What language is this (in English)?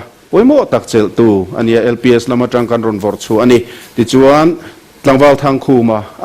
Mizo